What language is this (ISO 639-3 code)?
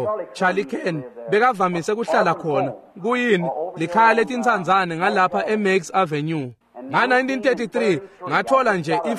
ssw